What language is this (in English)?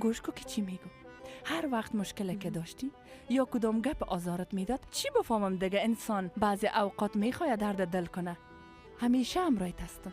Persian